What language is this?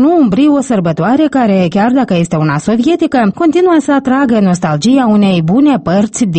Romanian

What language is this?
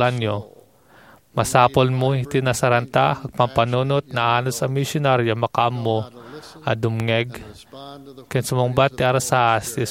Iloko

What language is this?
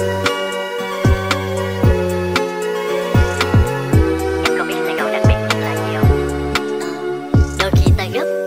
Vietnamese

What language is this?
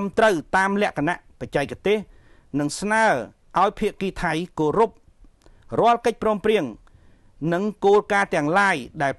Khmer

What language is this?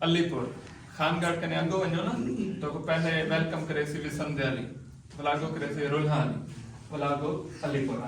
Saraiki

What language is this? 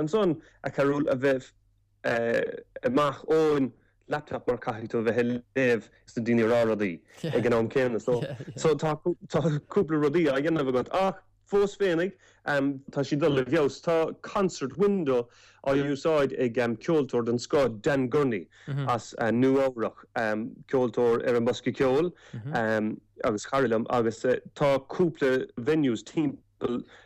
Irish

